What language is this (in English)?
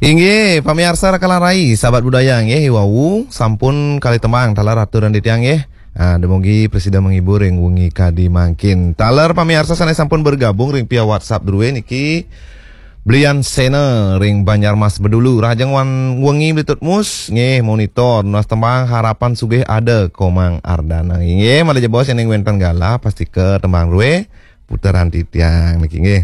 Balinese